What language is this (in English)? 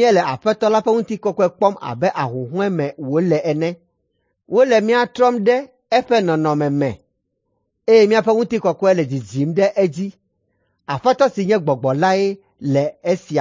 Ewe